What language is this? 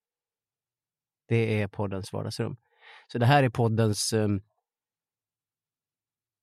Swedish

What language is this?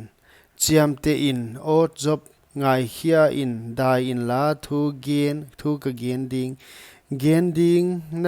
Paite Chin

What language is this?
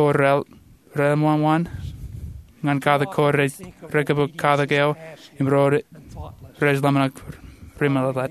Marshallese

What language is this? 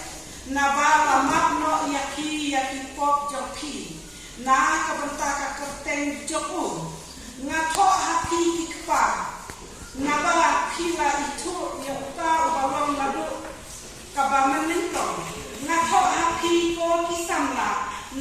Khasi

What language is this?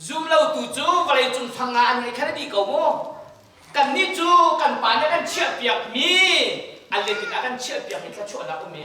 Hakha Chin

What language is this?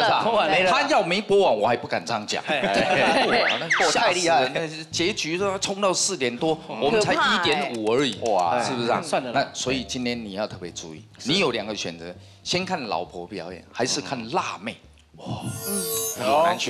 Chinese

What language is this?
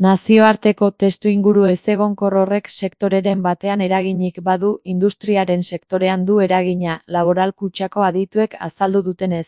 Basque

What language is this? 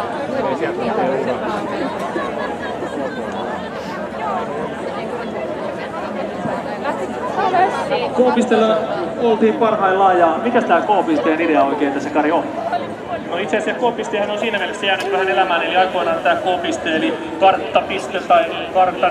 Finnish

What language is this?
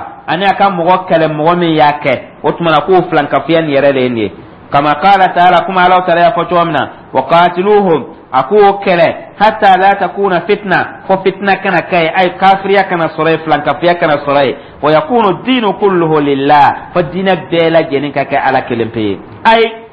Dyula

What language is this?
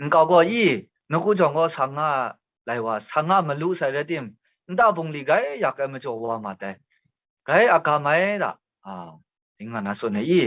Kachin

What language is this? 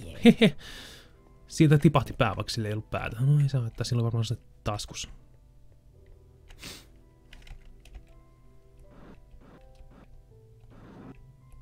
Finnish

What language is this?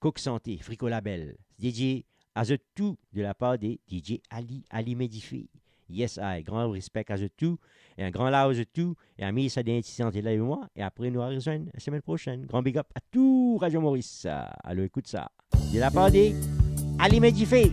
Morisyen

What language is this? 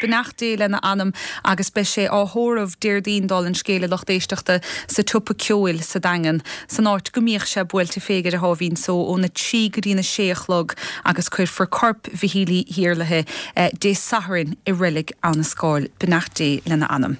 Irish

